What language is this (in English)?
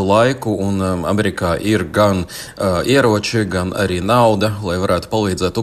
Latvian